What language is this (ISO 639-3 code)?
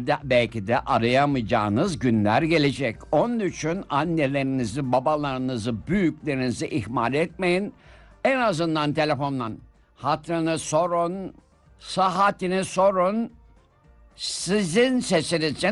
tur